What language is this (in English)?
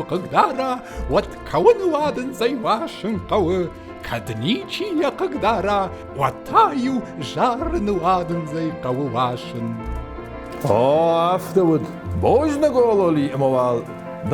Ossetic